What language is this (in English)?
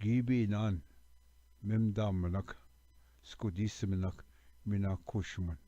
Ojibwa